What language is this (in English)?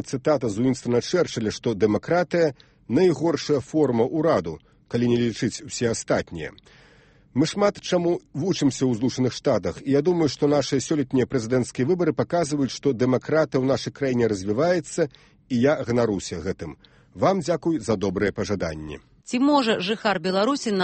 Belarusian